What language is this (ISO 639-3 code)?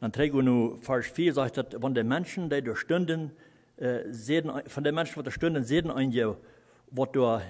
pdt